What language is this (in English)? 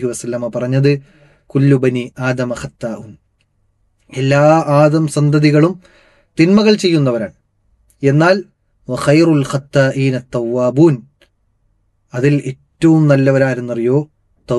Malayalam